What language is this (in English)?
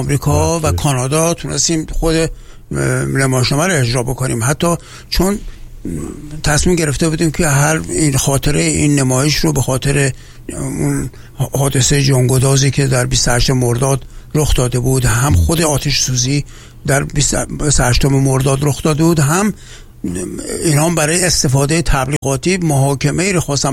Persian